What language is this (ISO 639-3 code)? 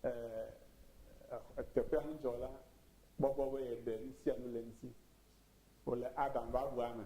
ewe